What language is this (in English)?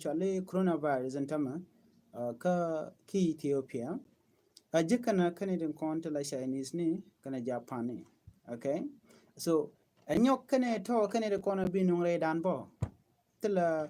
Nuer